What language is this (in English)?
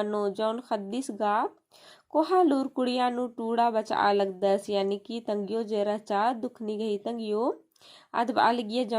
Kurukh